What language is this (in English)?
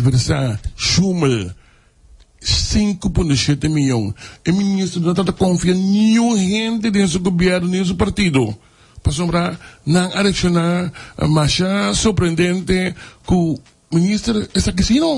Papiamento